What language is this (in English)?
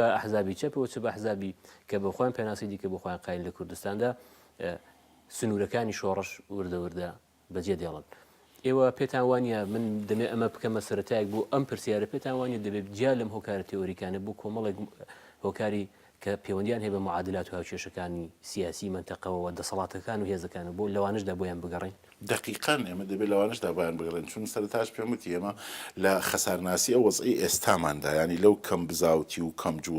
Central Kurdish